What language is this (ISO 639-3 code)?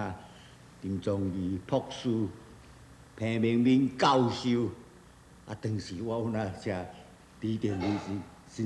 nan